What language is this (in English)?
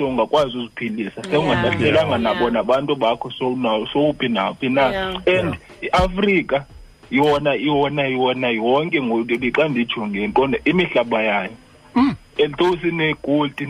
Xhosa